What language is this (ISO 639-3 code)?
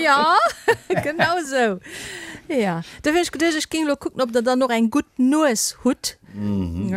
ltz